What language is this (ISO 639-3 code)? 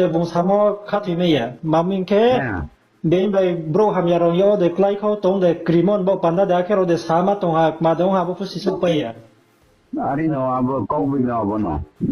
ria